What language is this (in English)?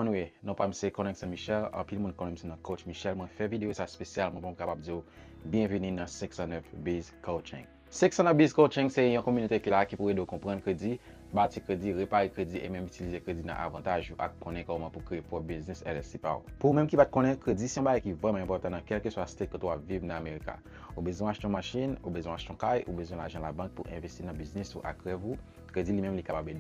Haitian Creole